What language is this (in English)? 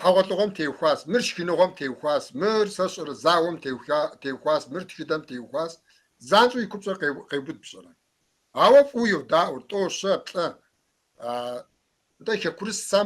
Kabardian